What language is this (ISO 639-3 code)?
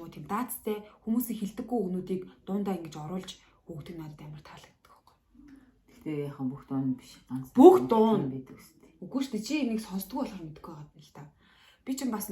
mon